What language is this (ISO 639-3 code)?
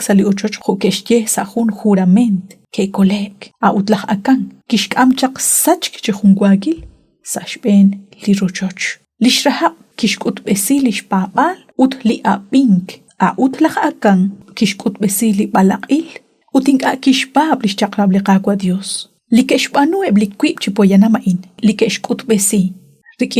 kek